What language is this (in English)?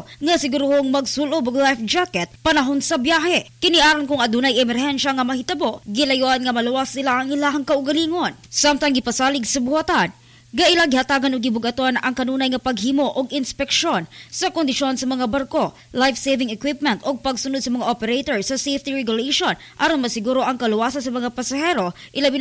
Cebuano